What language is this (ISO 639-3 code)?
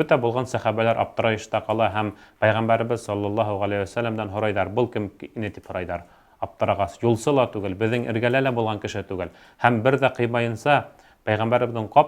bak